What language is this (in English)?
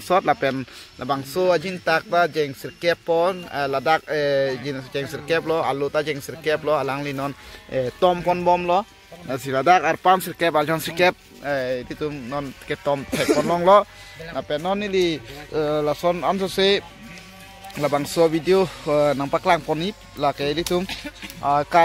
Karbi